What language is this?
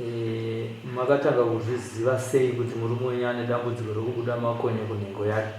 Shona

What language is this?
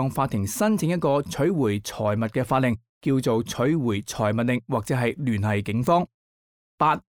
Cantonese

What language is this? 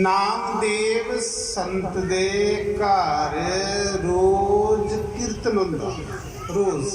Dogri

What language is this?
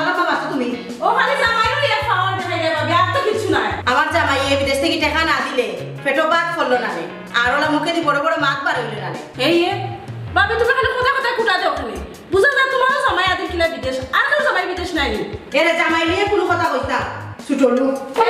Sylheti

